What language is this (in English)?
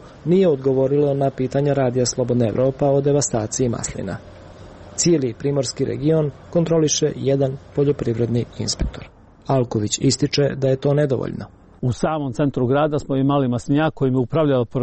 Serbian